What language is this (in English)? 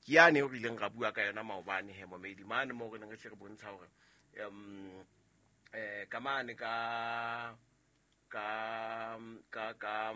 Southern Sotho